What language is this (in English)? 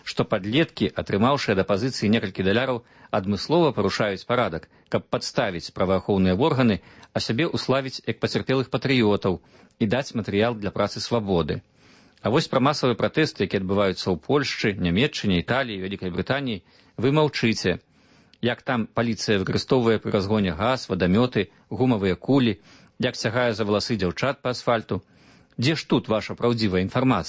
Belarusian